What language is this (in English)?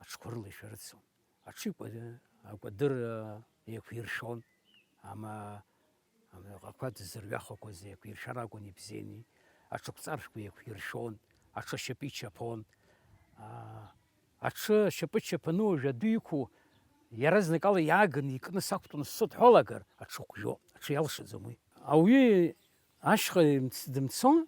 Abkhazian